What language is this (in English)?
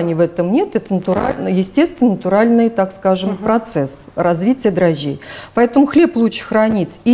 Russian